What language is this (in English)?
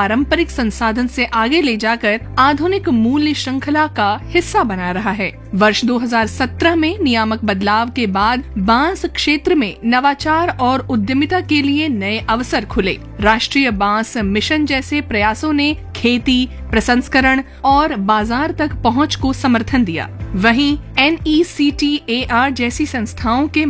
Hindi